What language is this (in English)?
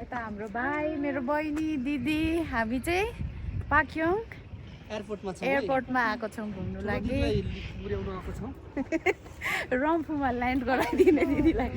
Nepali